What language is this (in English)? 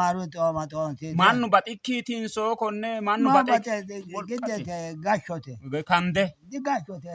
Sidamo